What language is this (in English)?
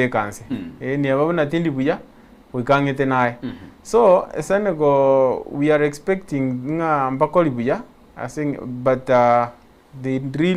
Gusii